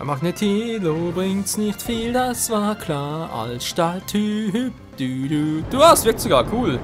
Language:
Swiss German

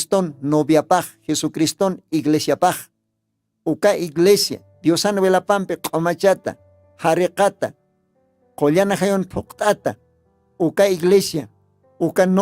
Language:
Aymara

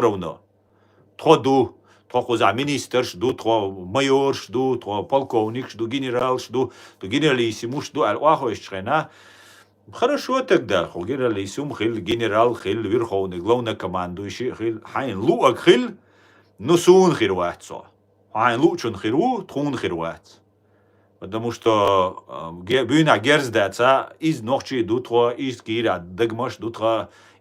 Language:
Chechen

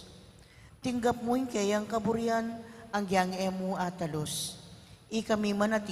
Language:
Pampanga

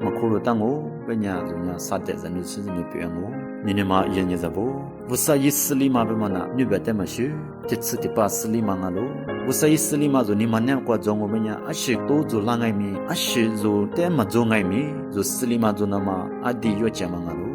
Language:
Lisu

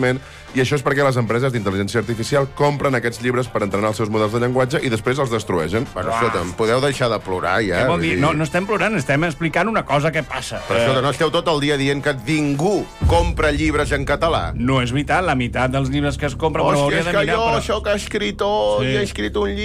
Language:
Catalan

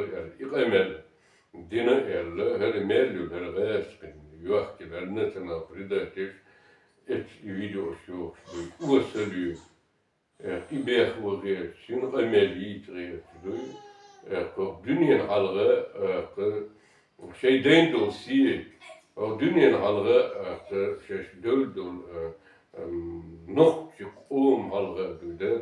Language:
Chechen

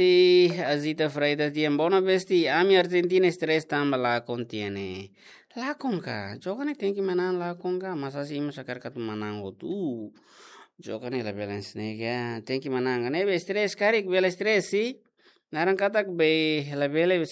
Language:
Tetum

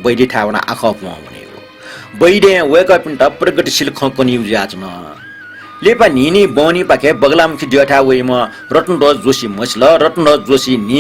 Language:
Newari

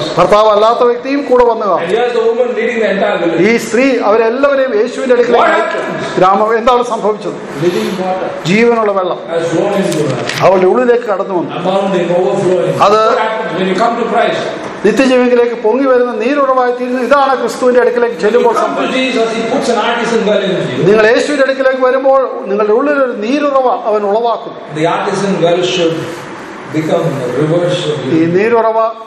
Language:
Malayalam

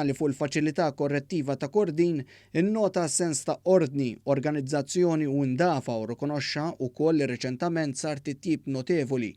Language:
Maltese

